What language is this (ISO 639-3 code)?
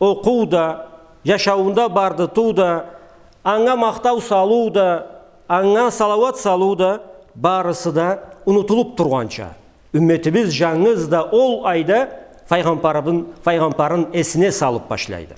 krc